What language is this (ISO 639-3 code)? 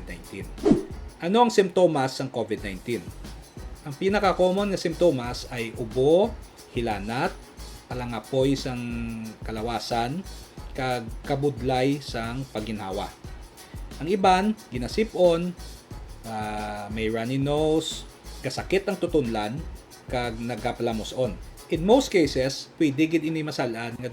hil